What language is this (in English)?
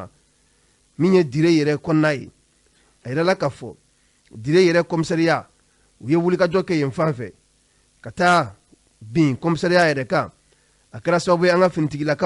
Bambara